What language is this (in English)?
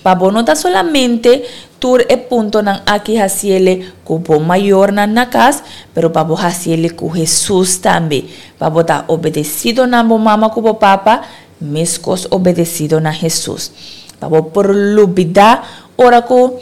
Papiamento